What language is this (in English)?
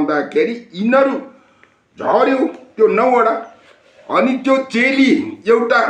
Nepali